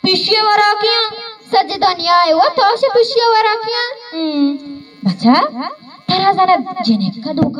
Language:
Eastern Balochi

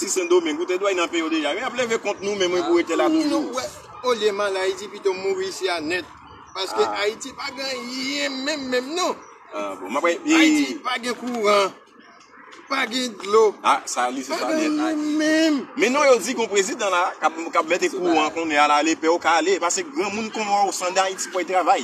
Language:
Haitian Creole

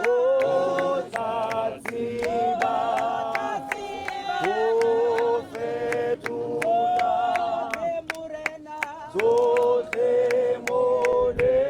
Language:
Tswana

